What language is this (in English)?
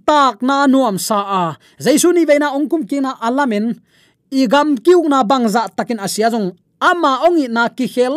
Tedim Chin